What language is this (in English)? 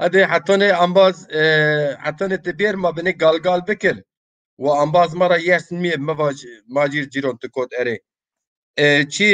Zaza